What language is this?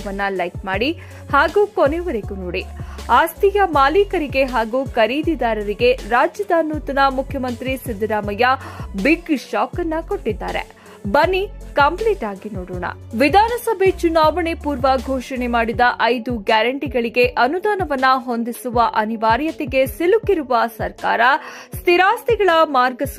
Kannada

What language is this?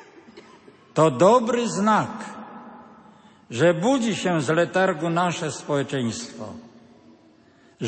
Polish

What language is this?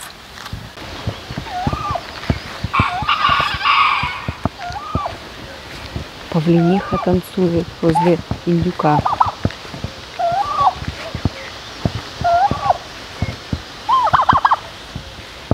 Russian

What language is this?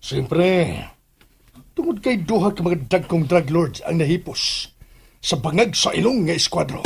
Cebuano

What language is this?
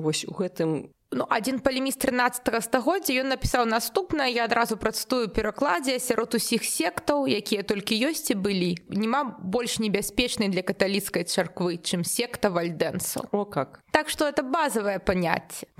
Belarusian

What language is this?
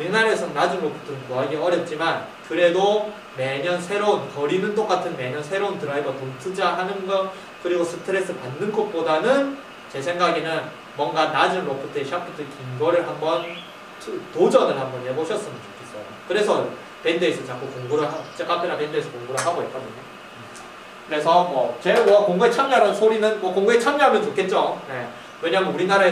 Korean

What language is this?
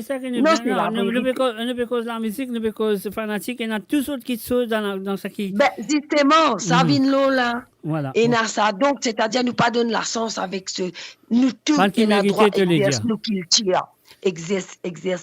Morisyen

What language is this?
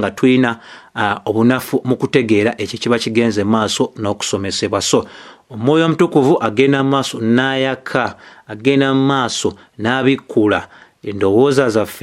Ganda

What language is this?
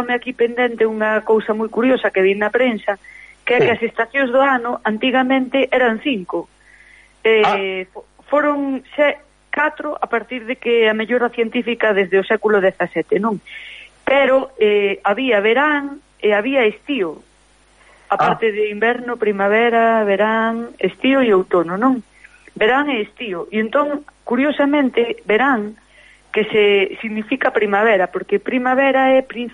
Galician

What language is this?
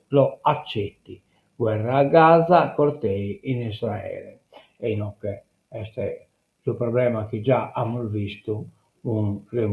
Sardinian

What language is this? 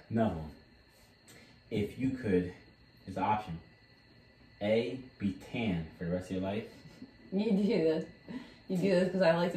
English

